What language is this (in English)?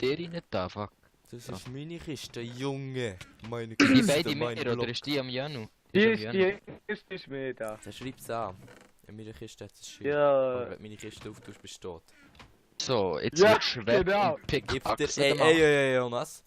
Swiss German